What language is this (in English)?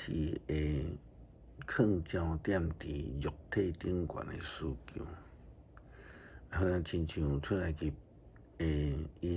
Min Nan Chinese